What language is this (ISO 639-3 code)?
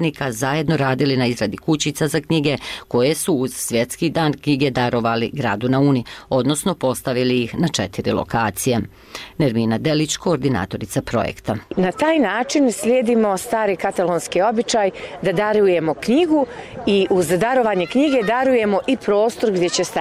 bos